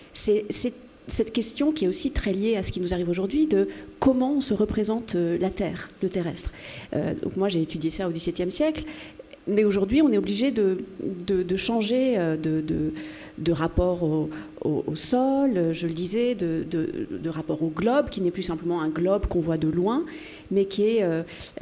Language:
French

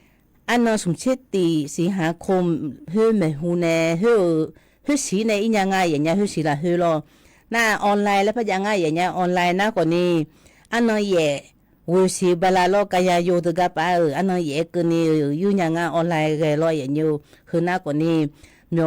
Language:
Akha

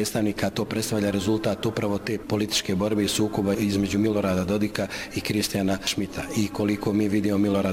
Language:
Bosnian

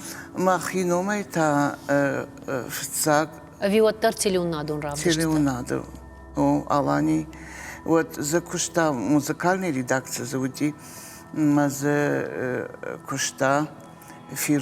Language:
Ossetic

